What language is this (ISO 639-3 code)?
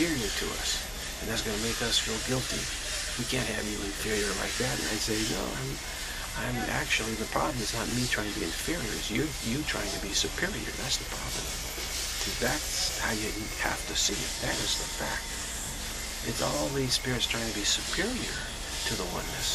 eng